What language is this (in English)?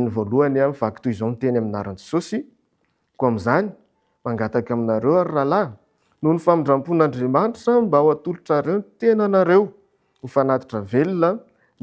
Malagasy